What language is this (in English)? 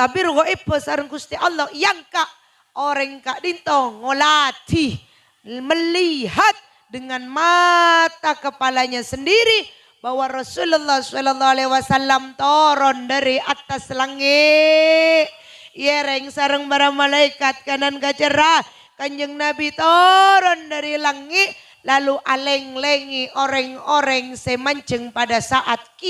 Madurese